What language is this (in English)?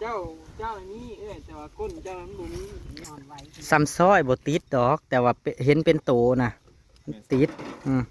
Northeastern Thai